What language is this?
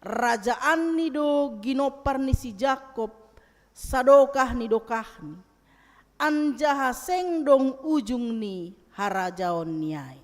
Batak Simalungun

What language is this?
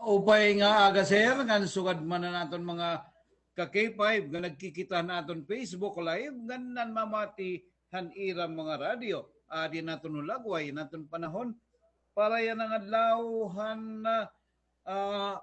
Waray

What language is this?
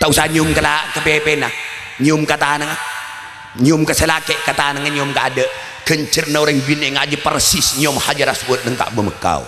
Madurese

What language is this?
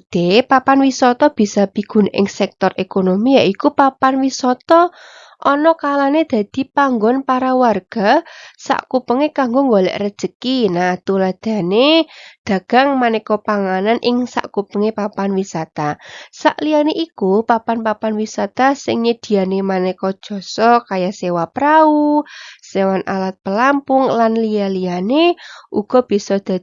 Javanese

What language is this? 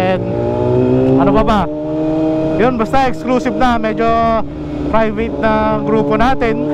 Filipino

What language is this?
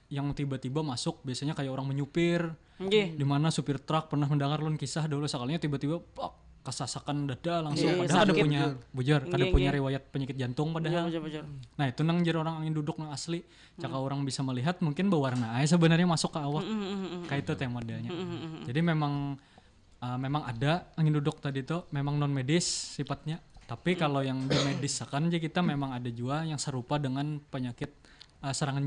Banjar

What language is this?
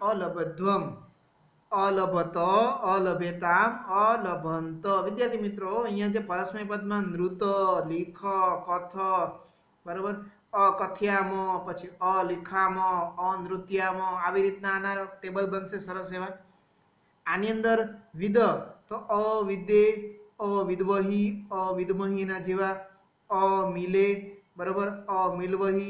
Gujarati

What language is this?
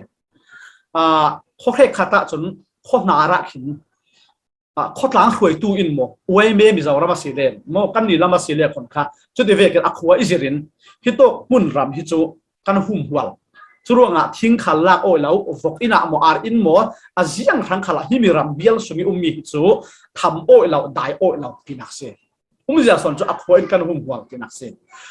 Falam Chin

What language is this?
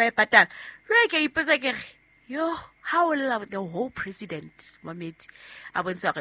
Southern Sotho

